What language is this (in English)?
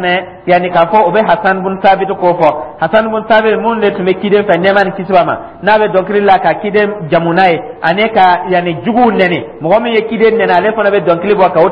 Dyula